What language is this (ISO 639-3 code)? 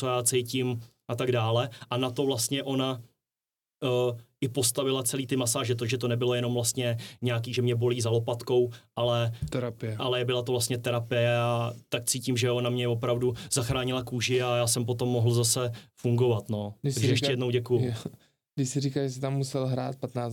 ces